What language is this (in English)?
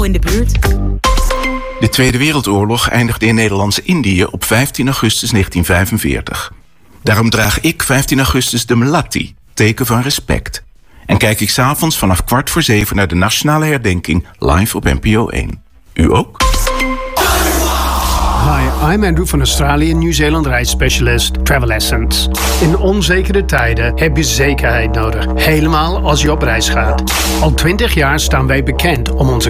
Dutch